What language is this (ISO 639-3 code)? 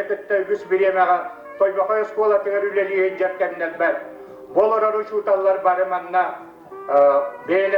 sah